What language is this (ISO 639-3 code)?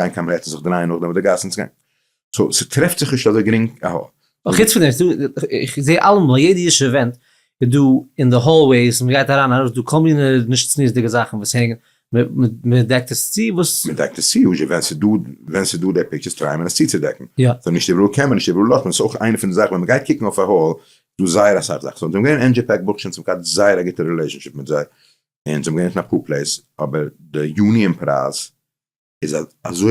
yid